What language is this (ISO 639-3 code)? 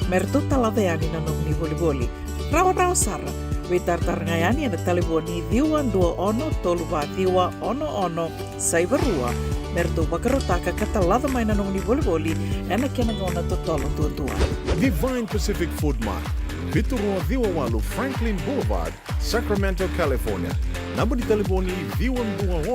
fij